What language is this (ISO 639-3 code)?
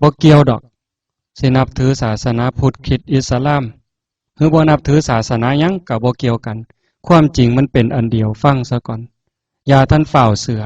tts